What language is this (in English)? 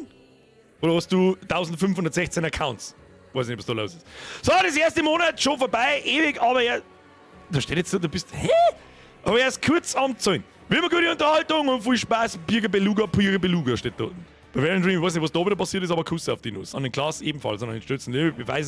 Bavarian